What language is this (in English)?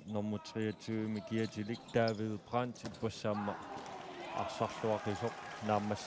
Kalaallisut